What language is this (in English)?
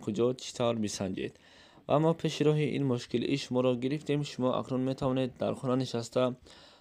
Tajik